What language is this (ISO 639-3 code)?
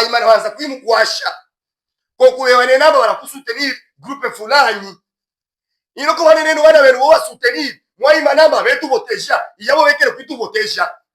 lub